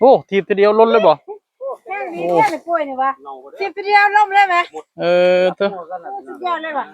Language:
Northeastern Thai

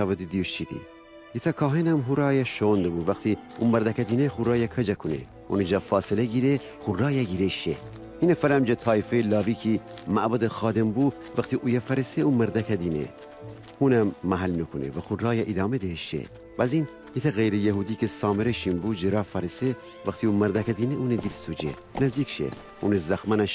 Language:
Gilaki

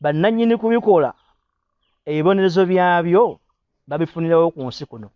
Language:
Ganda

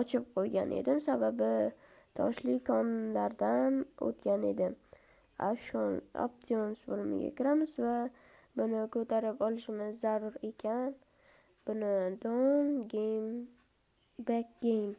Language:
Uzbek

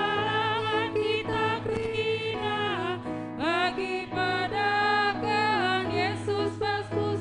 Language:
Batak Karo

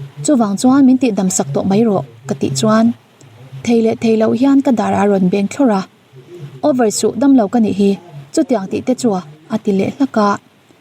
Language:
Mizo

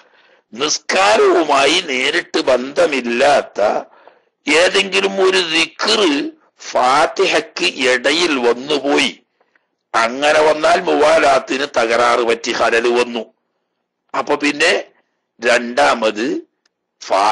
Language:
Malayalam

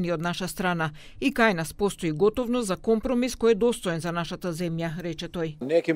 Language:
Macedonian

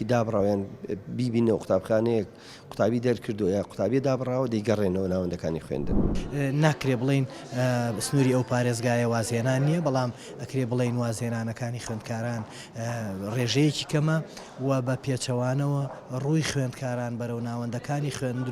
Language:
Central Kurdish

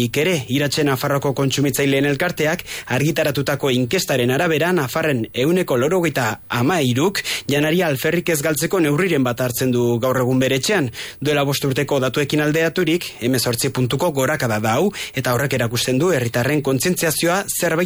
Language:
Basque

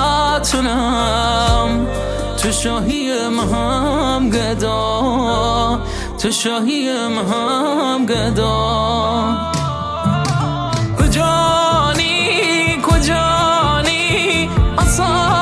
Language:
Persian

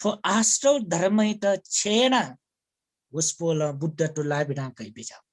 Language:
Newari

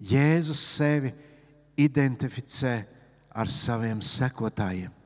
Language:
Latvian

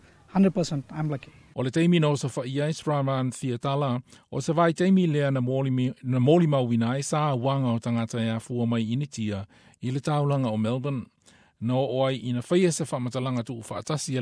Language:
Samoan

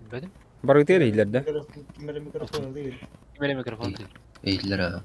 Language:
Yakut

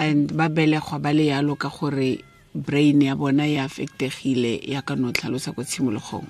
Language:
Tswana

